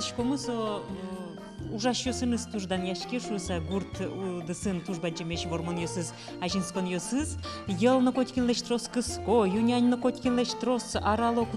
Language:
Udmurt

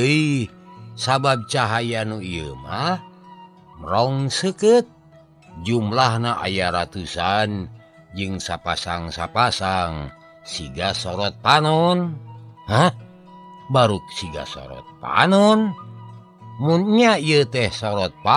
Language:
Sundanese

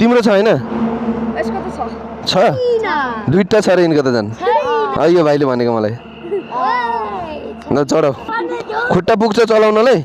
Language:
Nepali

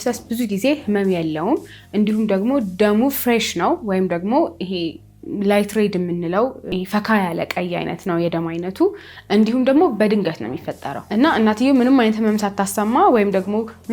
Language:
Amharic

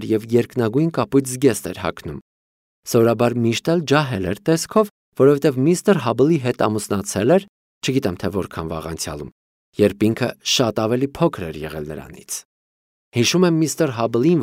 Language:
Armenian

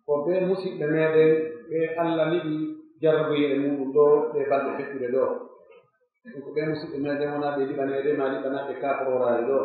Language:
Pular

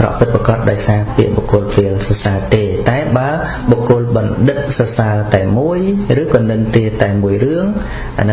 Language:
Khmer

